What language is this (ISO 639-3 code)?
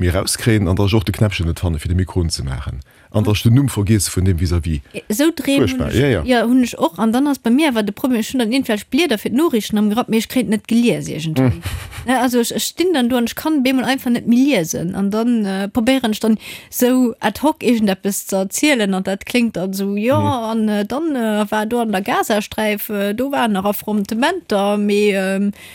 ltz